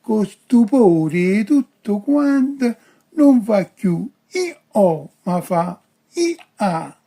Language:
Neapolitan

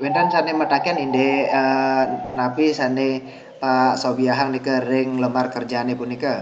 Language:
Balinese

